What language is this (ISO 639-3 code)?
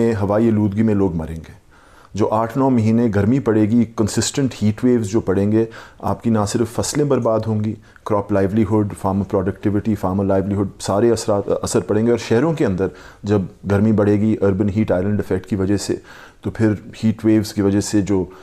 urd